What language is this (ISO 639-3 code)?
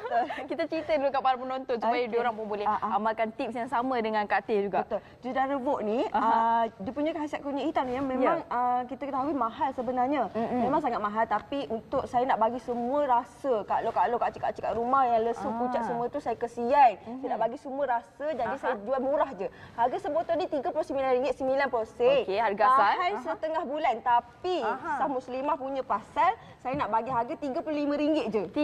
msa